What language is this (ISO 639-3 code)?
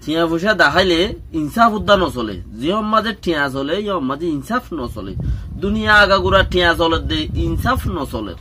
rhg